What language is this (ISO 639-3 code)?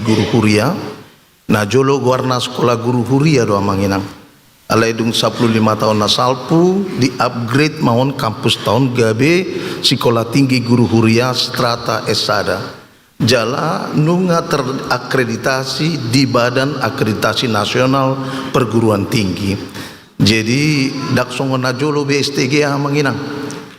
bbc